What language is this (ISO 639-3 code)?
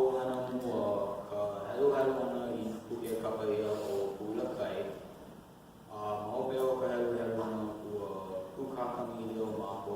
haw